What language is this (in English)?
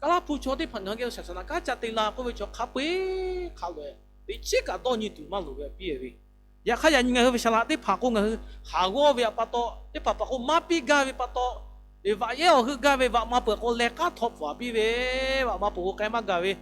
Lahu